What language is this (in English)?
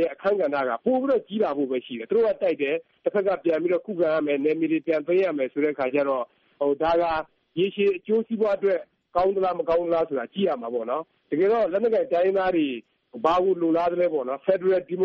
Burmese